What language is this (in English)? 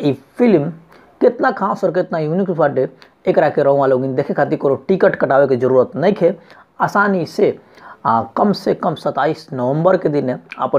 Bhojpuri